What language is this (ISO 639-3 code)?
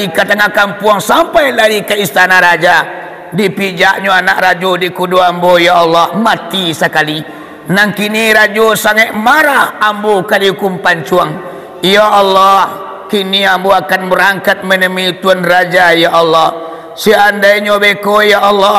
min